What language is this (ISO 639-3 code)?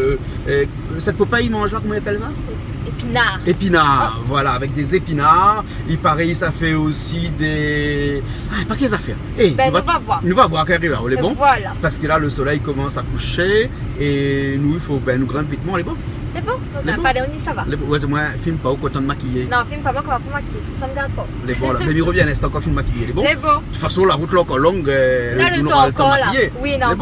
rcf